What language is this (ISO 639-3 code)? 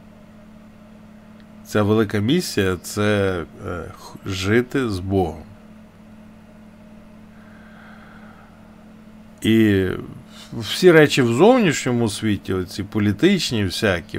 ukr